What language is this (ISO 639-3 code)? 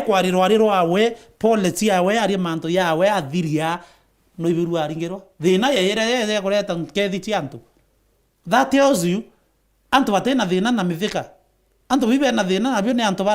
mer